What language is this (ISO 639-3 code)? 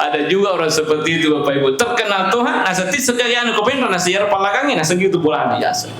bug